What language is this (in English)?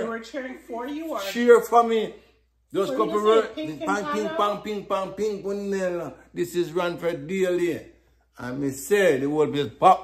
Jamaican Creole English